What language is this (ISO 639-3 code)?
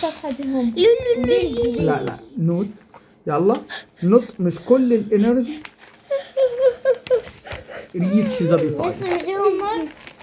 arz